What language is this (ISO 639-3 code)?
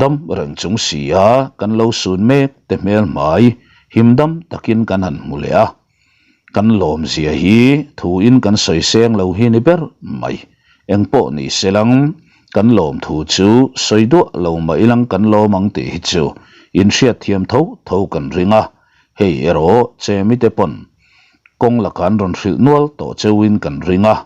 lus